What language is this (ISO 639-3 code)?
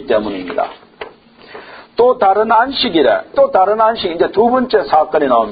kor